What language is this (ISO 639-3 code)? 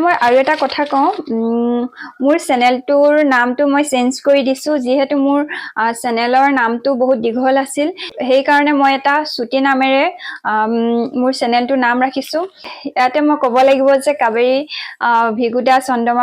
asm